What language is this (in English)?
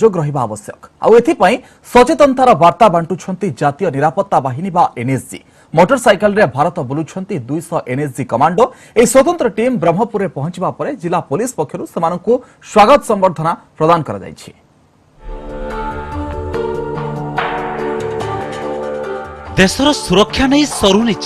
Odia